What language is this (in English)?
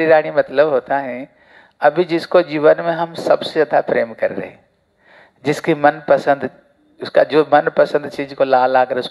Hindi